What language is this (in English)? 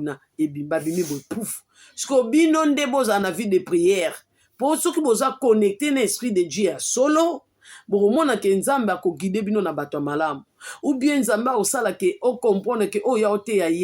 Lingala